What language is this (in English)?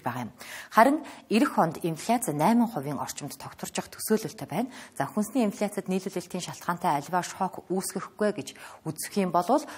Mongolian